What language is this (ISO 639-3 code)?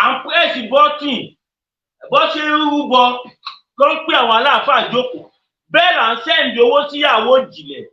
yor